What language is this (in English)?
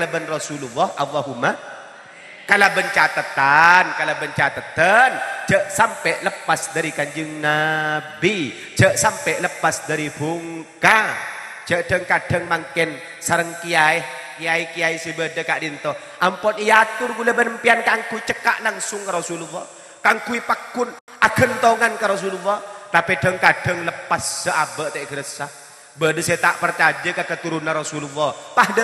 Madurese